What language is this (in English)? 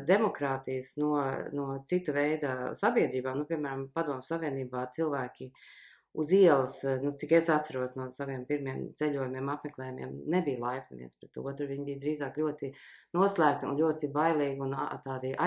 Latvian